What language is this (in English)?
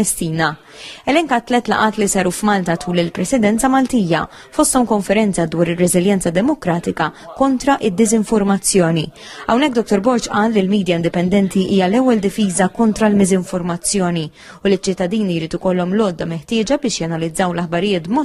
Maltese